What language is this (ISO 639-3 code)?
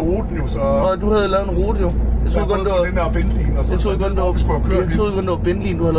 dan